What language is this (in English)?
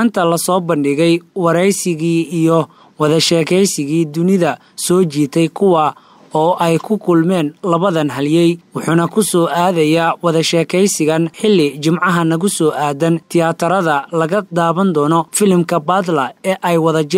Somali